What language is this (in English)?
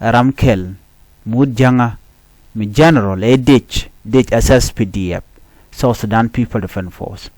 Nuer